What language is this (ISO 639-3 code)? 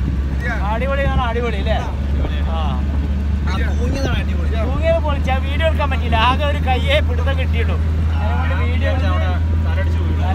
mal